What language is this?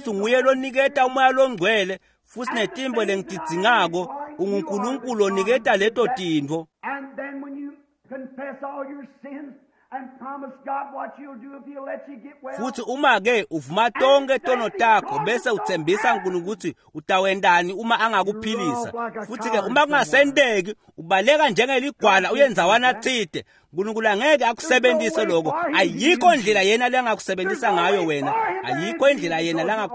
Swati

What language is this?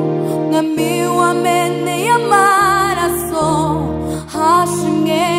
Kinyarwanda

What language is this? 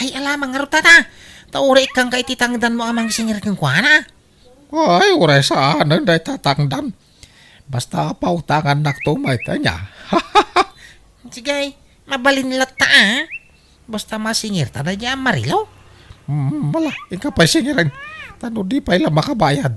Iloko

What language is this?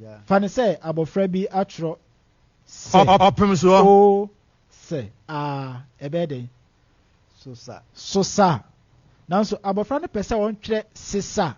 Akan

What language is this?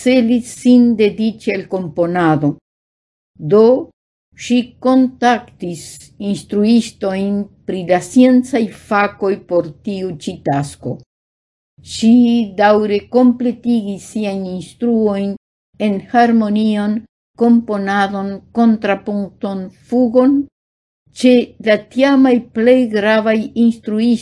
Esperanto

